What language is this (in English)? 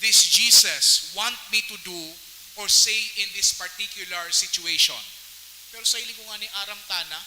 Bikol